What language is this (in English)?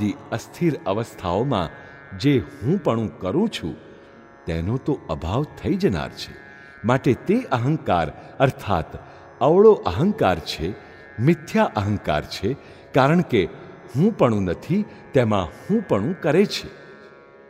Gujarati